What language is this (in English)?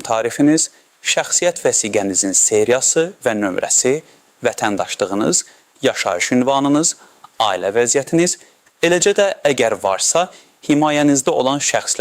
Azerbaijani